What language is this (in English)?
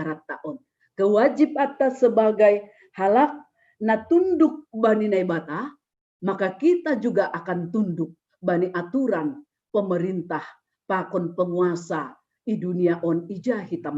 Batak Simalungun